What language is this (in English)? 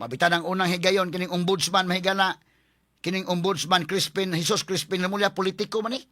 Cebuano